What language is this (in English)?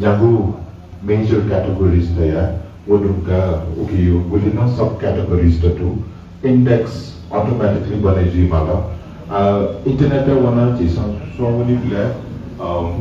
Newari